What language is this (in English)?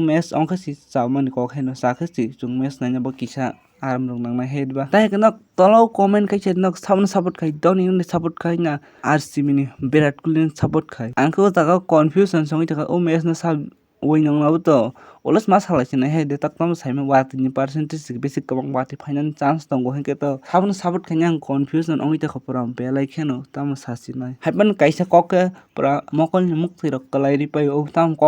Kok Borok